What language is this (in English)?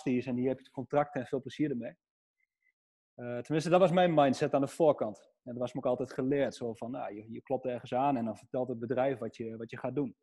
Dutch